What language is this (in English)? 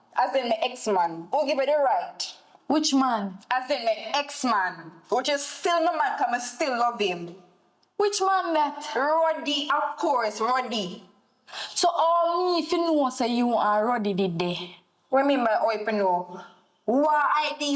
Jamaican Creole English